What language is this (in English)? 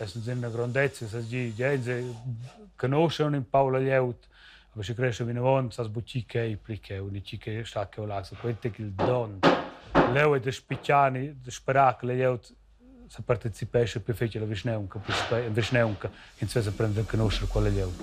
Romansh